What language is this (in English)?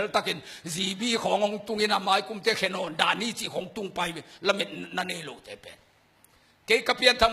Tedim Chin